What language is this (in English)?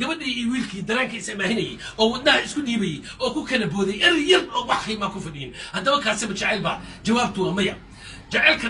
Somali